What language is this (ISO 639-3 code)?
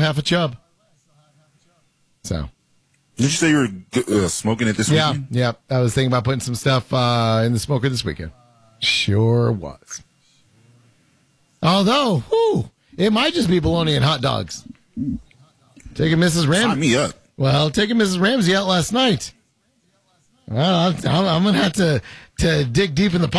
eng